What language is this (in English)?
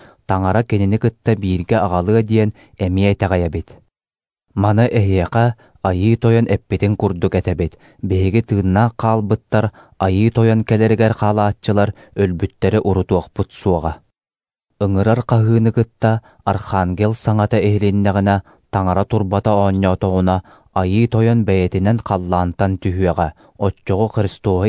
Yakut